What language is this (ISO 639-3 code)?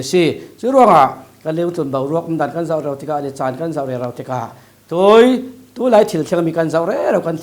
cfm